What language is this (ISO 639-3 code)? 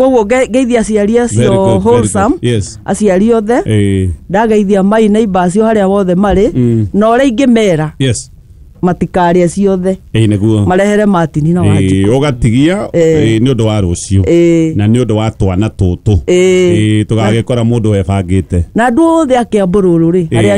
kik